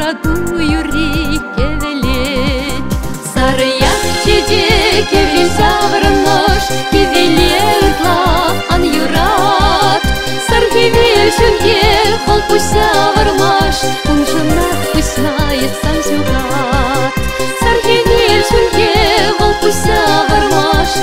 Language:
Chuvash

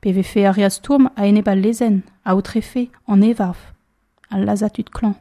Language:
Breton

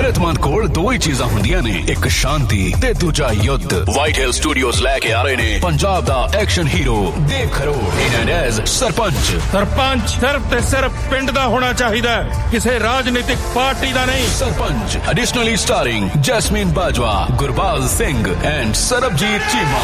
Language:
Punjabi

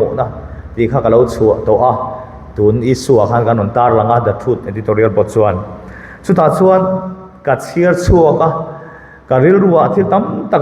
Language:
Mizo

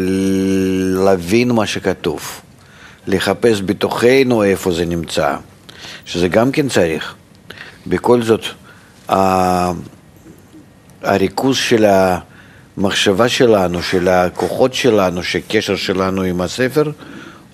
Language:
Hebrew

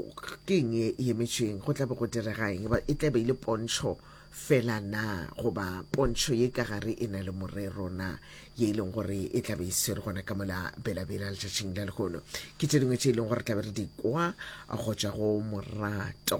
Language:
Northern Sotho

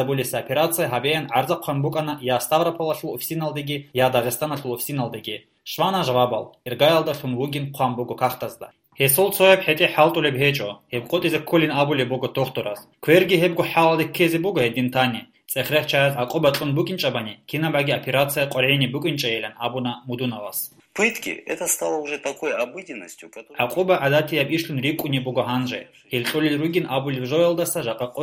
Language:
Avaric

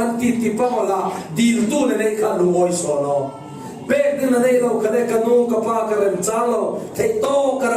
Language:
Falam Chin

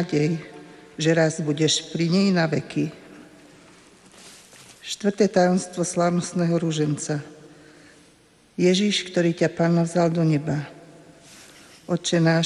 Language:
Slovak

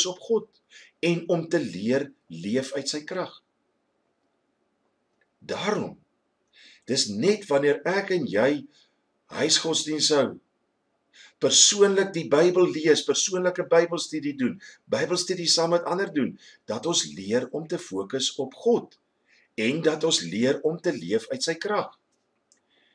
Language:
Afrikaans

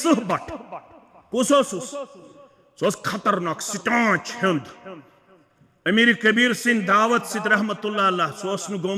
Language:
Kashmiri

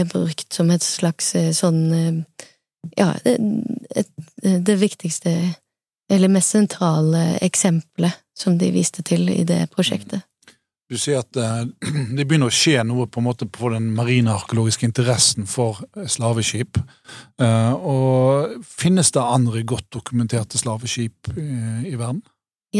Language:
Norwegian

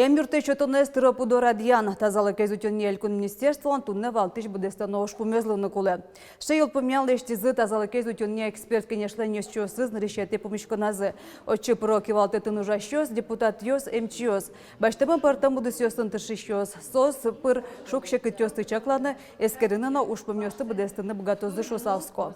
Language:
Udmurt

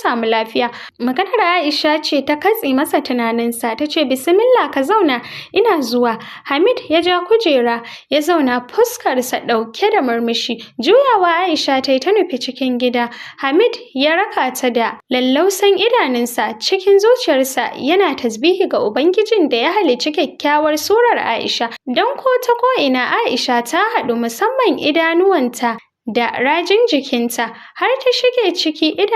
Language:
Hausa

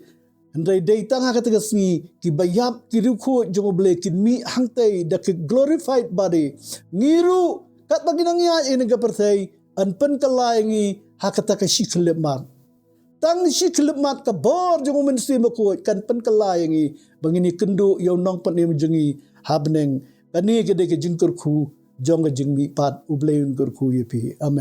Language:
Khasi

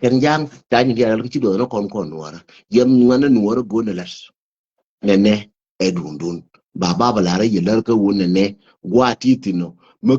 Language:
Nuer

